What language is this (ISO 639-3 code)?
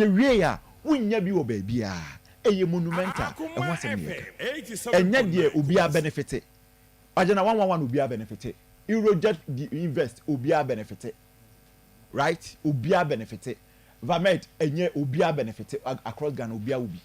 aka